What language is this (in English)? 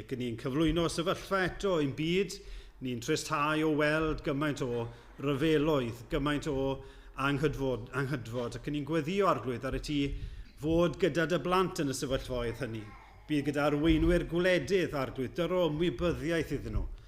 Welsh